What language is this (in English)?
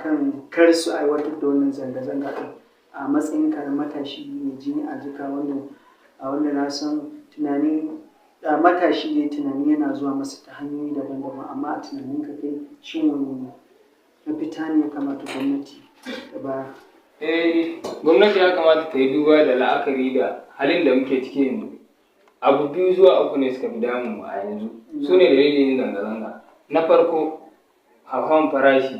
Hausa